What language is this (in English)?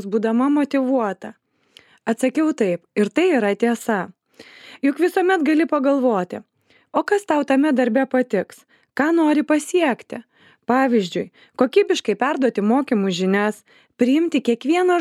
Lithuanian